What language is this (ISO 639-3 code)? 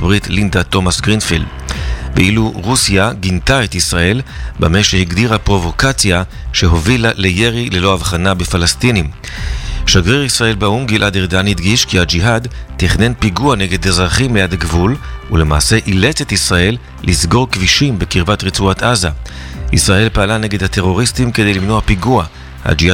heb